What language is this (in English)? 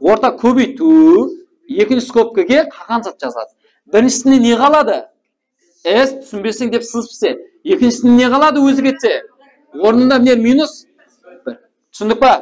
Kara-Kalpak